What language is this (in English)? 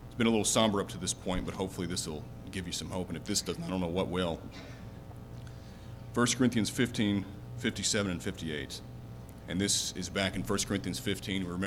English